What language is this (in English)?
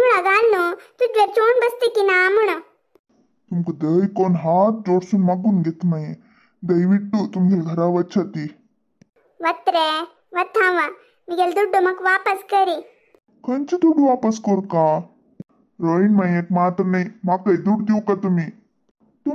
Konkani